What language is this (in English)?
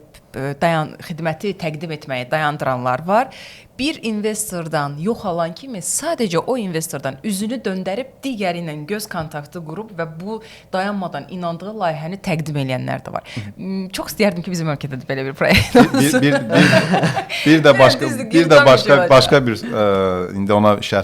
Azerbaijani